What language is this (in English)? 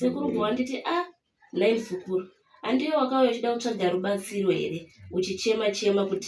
Shona